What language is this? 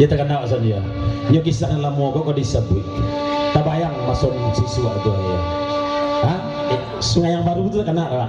Minangkabau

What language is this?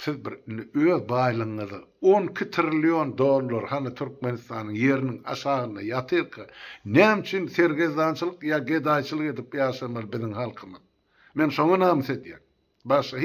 Turkmen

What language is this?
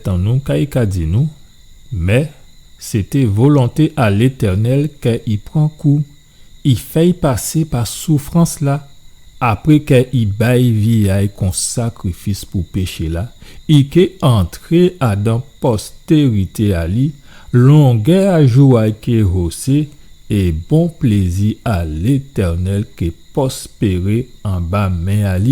Guadeloupean Creole French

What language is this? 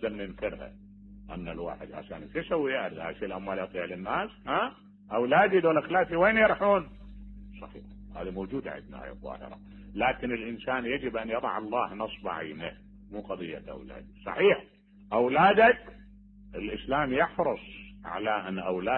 Mesopotamian Arabic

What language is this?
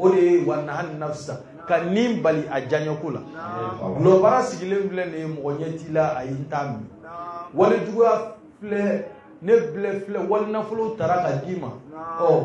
Bambara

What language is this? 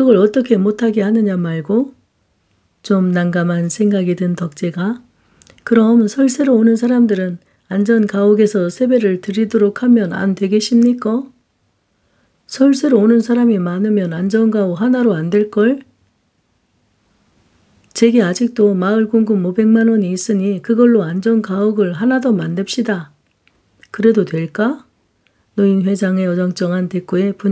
Korean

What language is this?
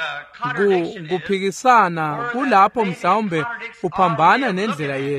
Swati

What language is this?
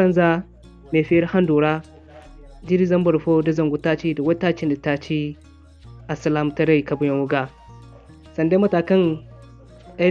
Zarma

